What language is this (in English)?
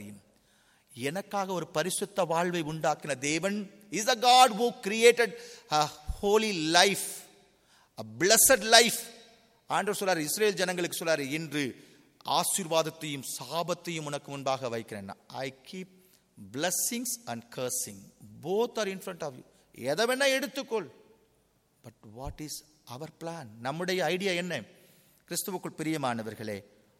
Tamil